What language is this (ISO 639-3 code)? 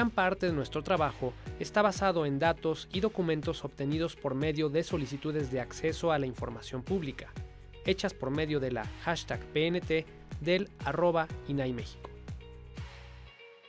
spa